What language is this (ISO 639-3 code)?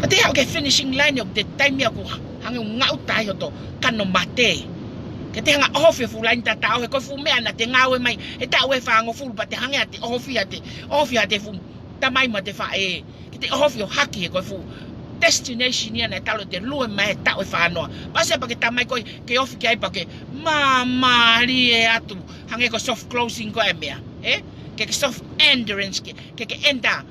ton